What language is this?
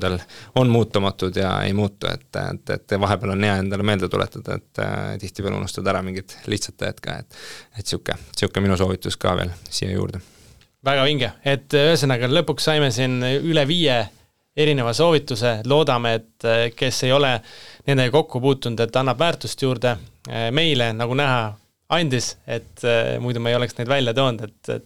Estonian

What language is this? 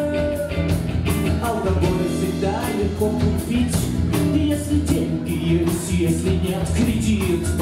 Russian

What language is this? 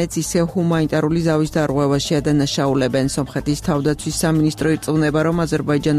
Georgian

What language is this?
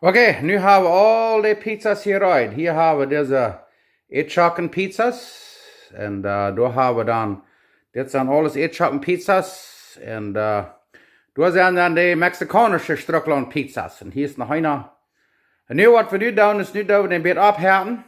Plautdietsch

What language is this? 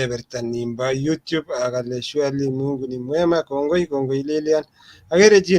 Kalenjin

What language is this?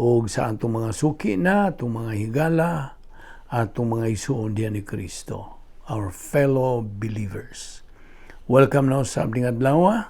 Cebuano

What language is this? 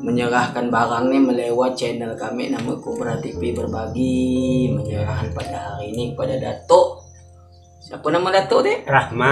Malay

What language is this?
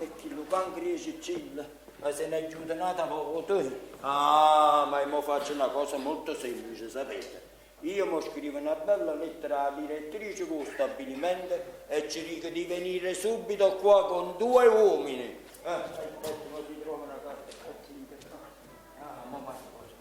Neapolitan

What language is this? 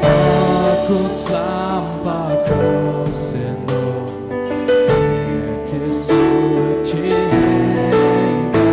Faroese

